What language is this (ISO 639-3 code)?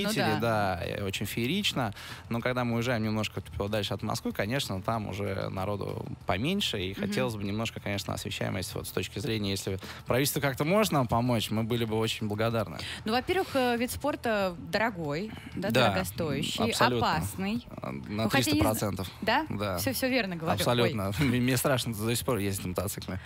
rus